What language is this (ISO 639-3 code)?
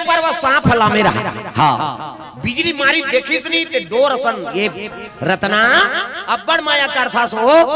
hne